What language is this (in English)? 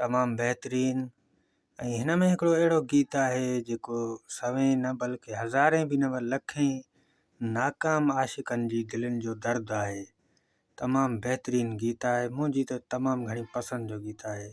Sindhi